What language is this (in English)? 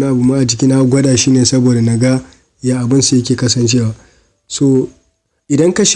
Hausa